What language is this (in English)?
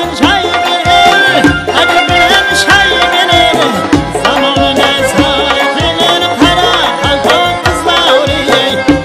Kara-Kalpak